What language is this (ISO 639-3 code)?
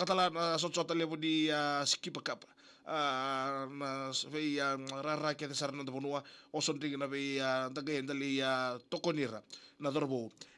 fij